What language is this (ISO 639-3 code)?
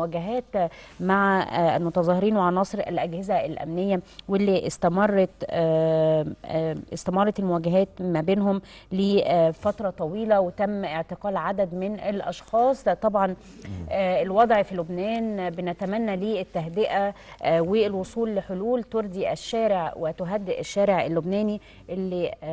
arz